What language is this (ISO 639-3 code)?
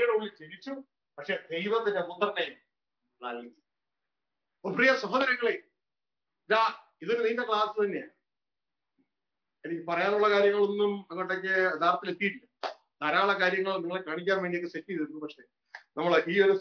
mal